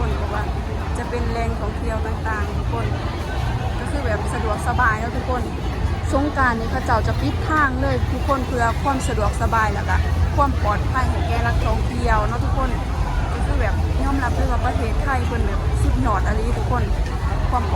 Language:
Lao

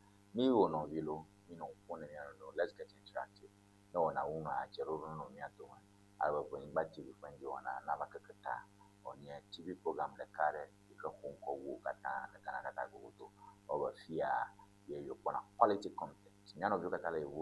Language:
Ewe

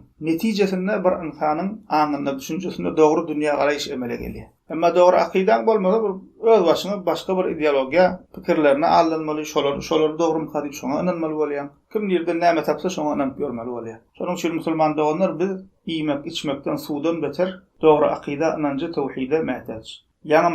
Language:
Turkmen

